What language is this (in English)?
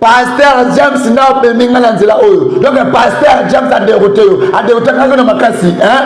Lingala